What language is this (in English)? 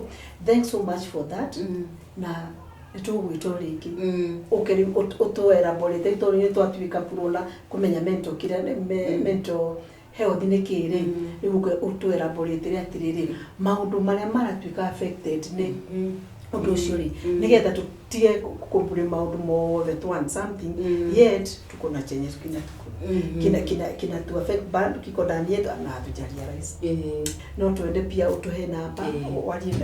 Kikuyu